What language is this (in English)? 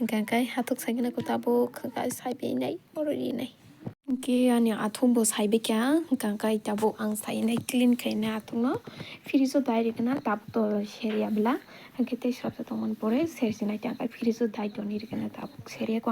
Kok Borok